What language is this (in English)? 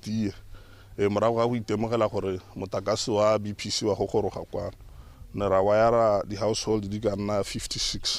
Tswana